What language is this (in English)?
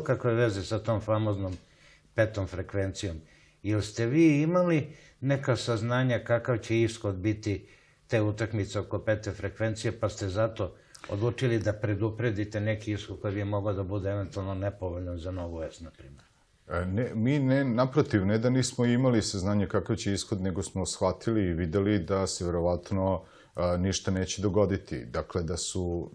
Serbian